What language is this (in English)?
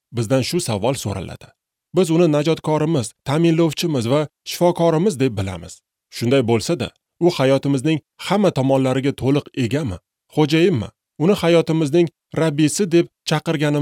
Uzbek